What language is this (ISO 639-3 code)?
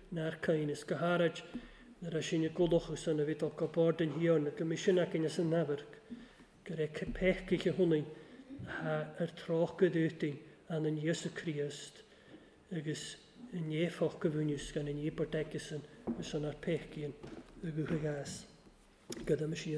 cym